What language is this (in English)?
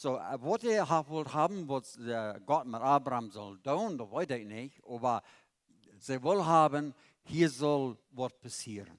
Plautdietsch